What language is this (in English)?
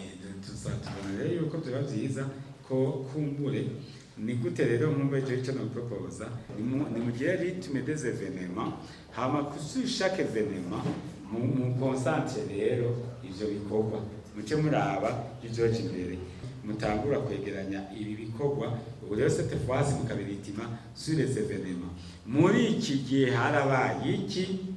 Rundi